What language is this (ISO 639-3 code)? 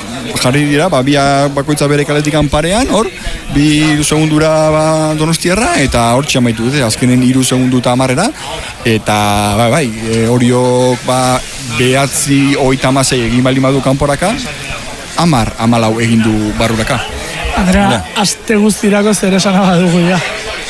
eus